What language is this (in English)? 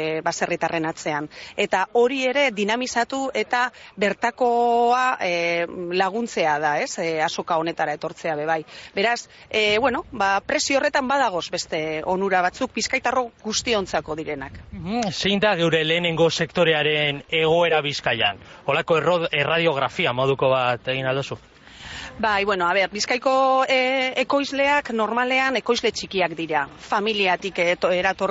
Basque